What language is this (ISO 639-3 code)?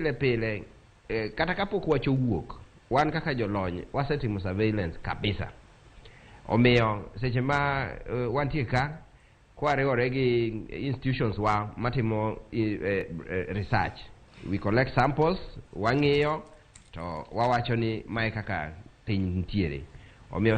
luo